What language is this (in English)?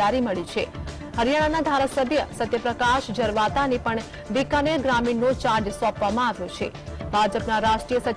Gujarati